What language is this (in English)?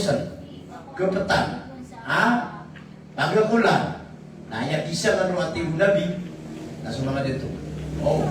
Maranao